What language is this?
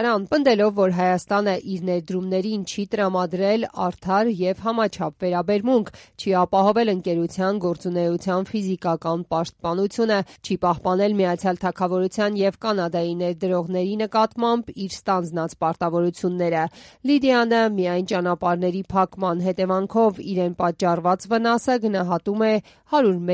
Armenian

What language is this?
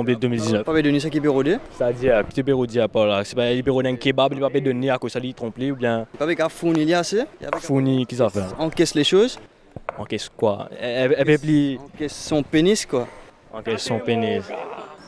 Morisyen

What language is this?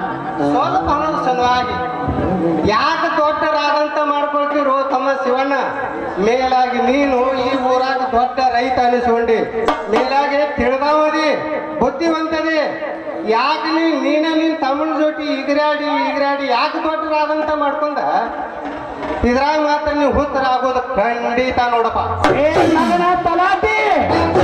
Kannada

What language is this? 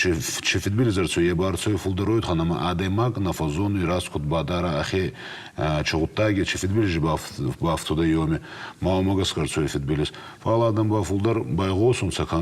Ossetic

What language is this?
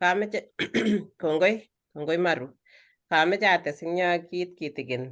Kalenjin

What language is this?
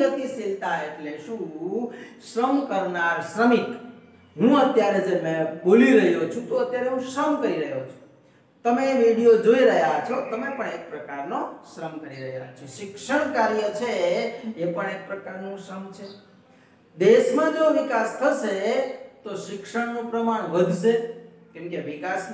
Gujarati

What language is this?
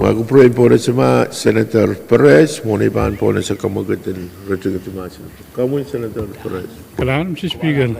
Pohnpeian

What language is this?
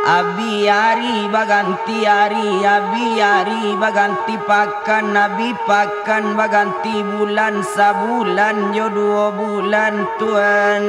Minangkabau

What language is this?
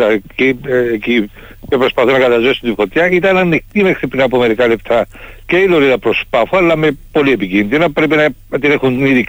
Greek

